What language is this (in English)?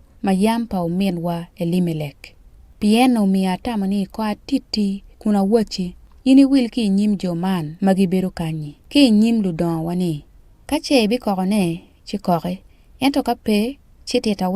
Acoli